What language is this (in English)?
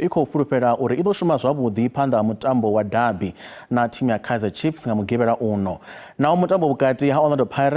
Venda